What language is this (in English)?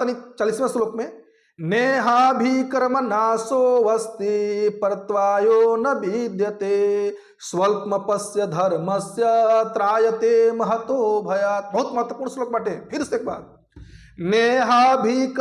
Bhojpuri